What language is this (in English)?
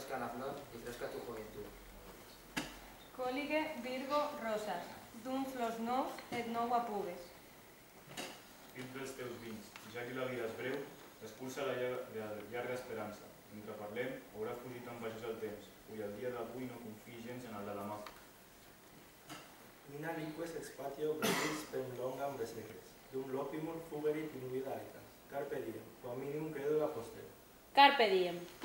Catalan